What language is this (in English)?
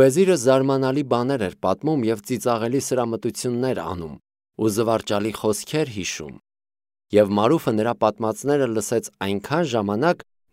Armenian